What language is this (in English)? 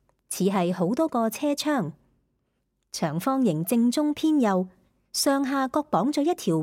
Cantonese